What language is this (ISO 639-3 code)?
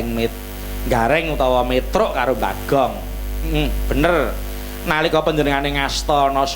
jav